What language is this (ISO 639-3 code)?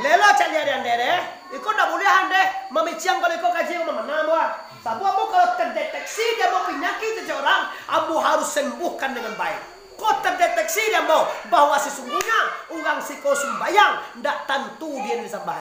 min